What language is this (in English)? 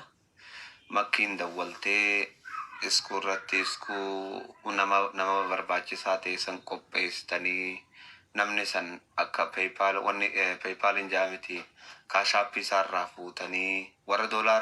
Oromo